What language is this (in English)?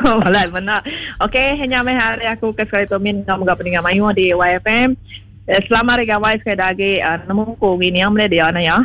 Iban